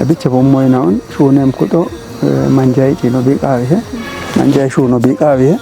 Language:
Kafa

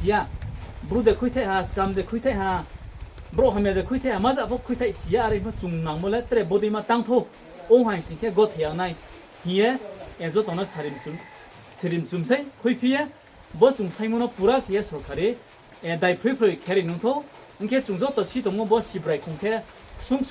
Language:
Riang (India)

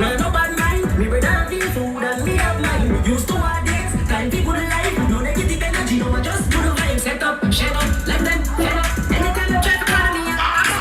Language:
Jamaican Creole English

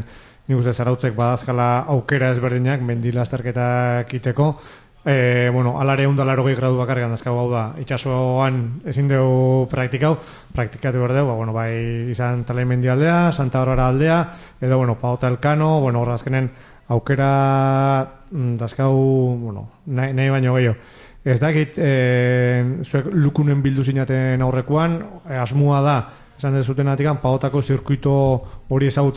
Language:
Basque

